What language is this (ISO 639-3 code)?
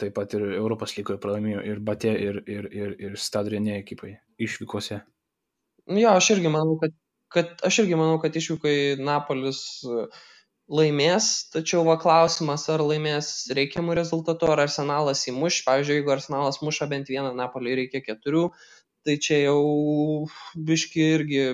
lit